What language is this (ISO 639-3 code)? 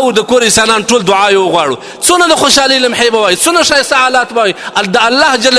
pus